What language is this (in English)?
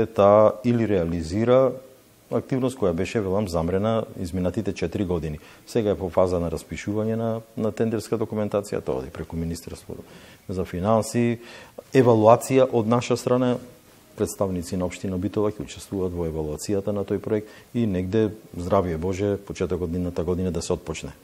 Macedonian